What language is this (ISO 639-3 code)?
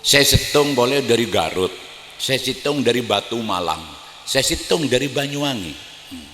mad